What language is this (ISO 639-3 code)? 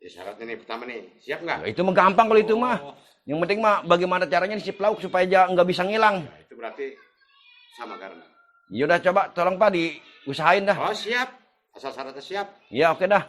bew